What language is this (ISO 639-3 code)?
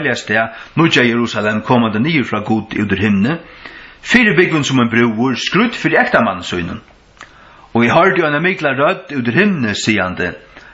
fao